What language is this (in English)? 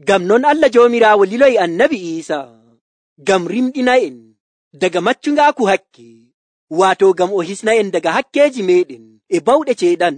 Nigerian Fulfulde